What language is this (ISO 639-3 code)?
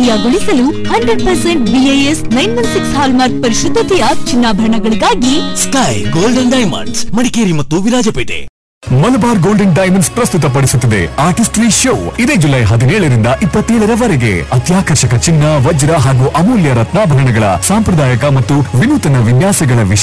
kan